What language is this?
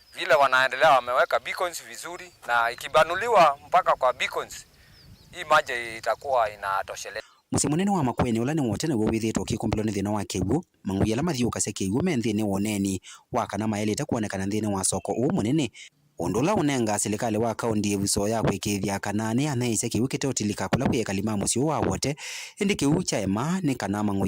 Kamba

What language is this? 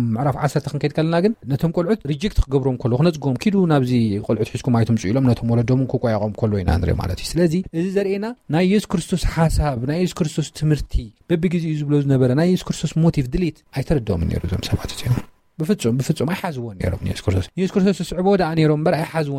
Tigrinya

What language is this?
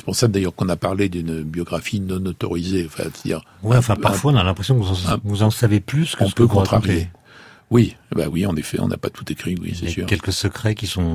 French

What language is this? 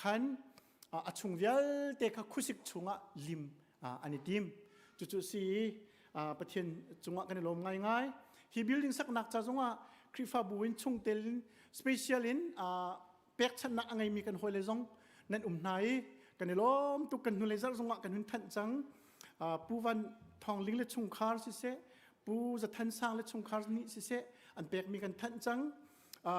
Hakha Chin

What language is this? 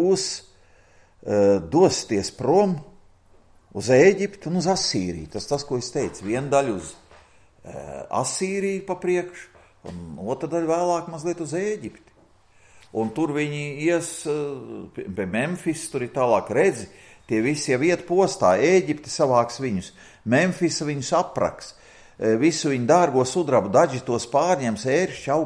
Latvian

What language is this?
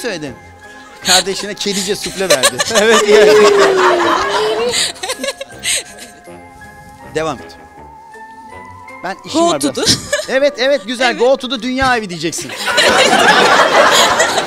Turkish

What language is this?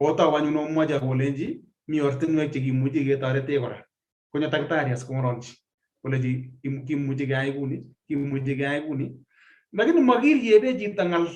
Kalenjin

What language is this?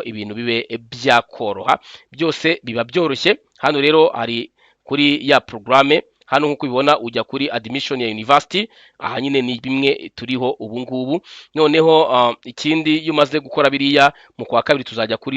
Kinyarwanda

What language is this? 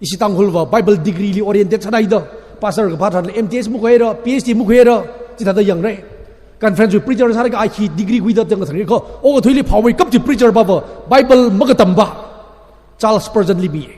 Tangkhul Naga (India)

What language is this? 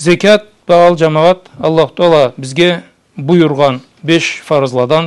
Karachay-Balkar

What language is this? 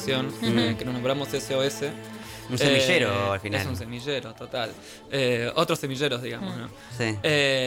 Spanish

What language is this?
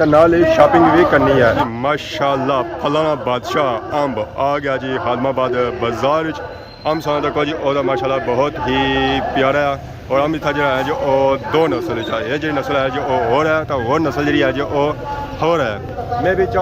Pahari-Potwari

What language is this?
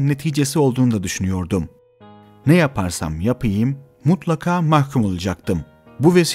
Turkish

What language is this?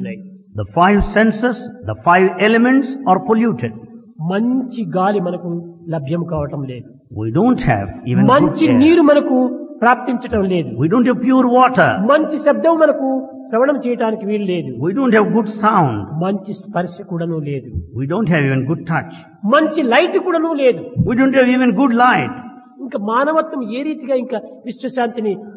Telugu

